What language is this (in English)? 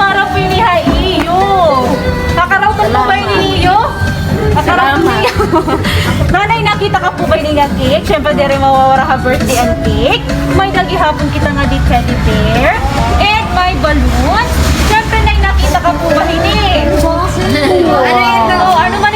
Waray